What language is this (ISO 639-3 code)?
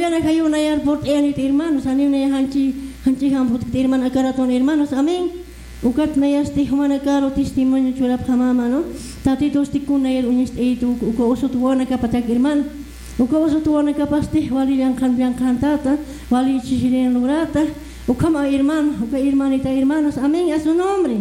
aym